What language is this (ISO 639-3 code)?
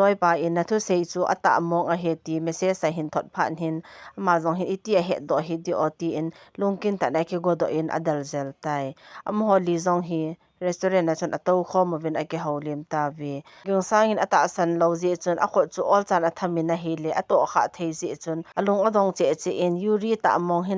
tcz